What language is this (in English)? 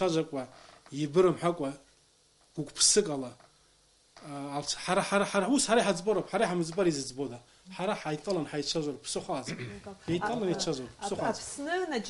Abkhazian